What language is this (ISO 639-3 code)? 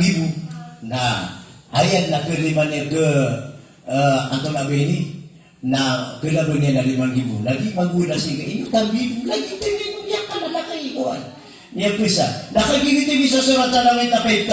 mrw